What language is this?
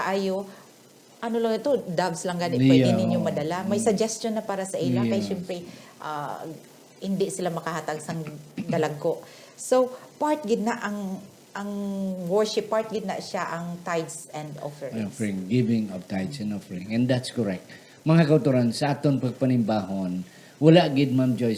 Hiligaynon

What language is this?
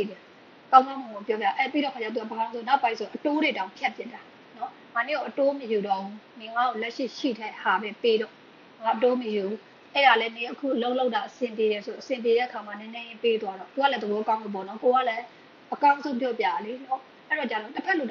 Burmese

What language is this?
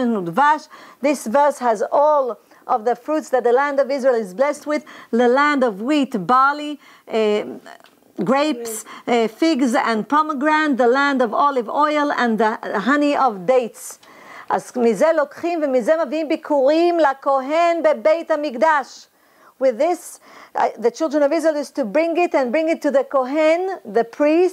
Hebrew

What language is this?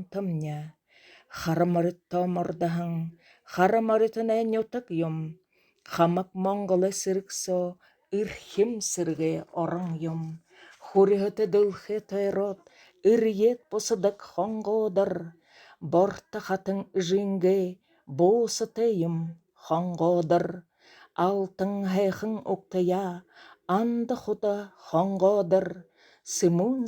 Buriat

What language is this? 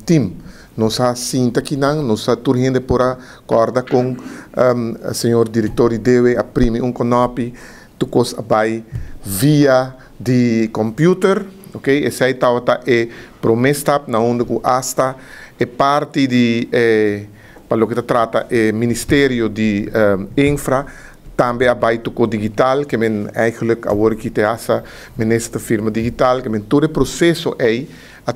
Papiamento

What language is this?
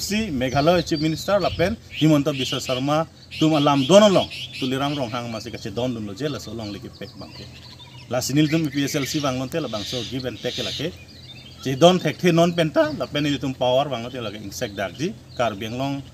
Karbi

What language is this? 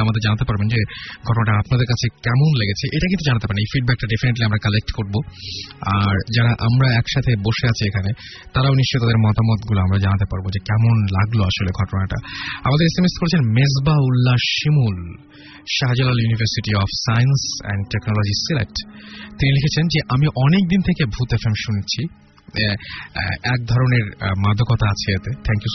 Bangla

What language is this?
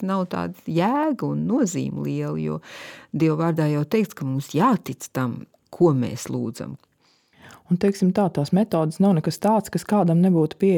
Latvian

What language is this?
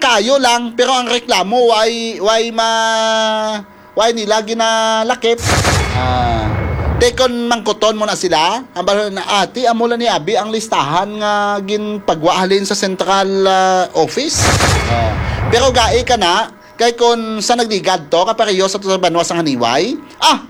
Hiligaynon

